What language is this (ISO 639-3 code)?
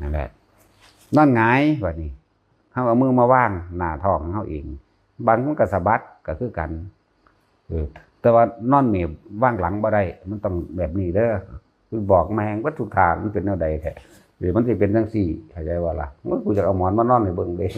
tts